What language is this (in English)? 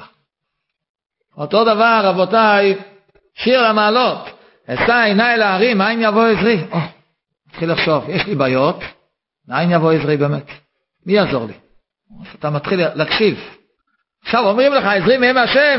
Hebrew